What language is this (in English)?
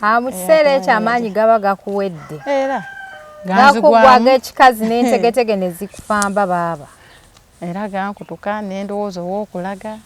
Ganda